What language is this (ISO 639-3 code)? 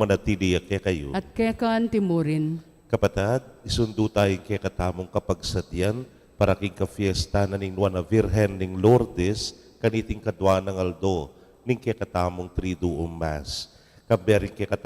pam